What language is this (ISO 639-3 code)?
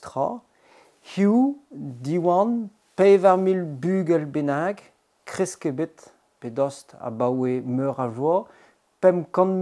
bre